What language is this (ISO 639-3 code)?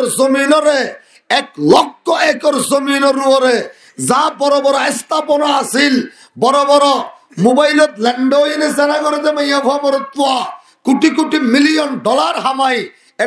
rhg